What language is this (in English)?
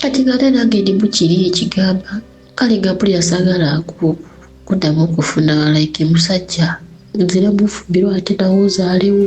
Ganda